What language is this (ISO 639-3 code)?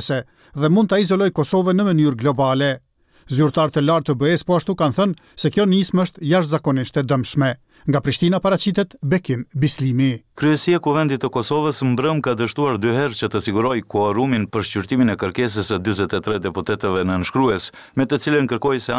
sqi